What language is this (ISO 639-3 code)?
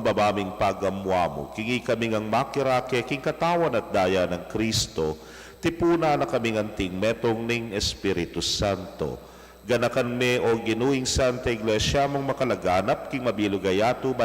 pam